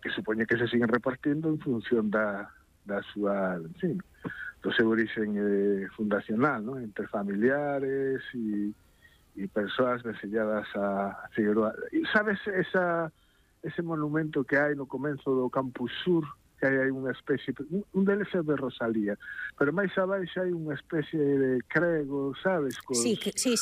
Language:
Galician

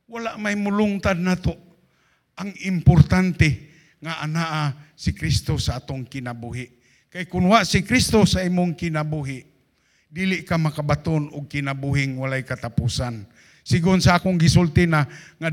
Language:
Cebuano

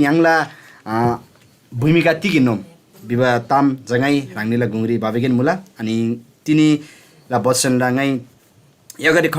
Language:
Eastern Tamang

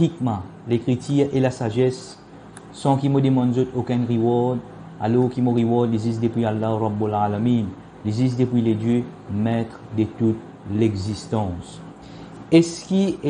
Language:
Morisyen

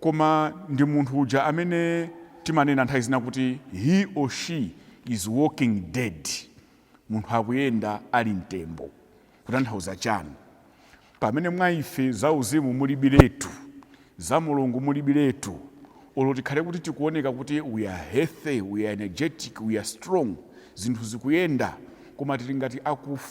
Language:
Nyanja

